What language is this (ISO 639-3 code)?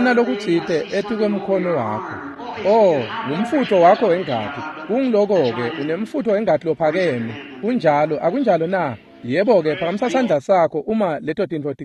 ssw